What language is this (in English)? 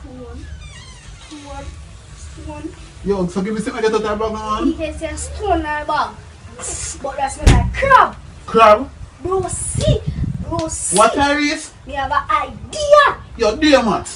Jamaican Creole English